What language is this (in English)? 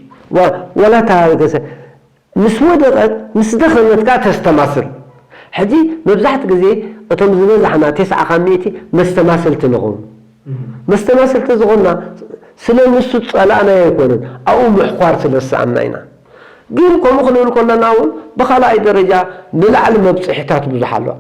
Tigrinya